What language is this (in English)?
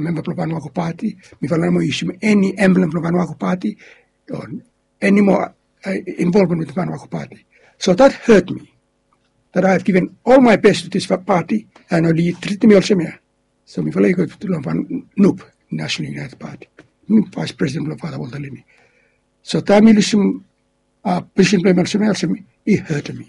Bislama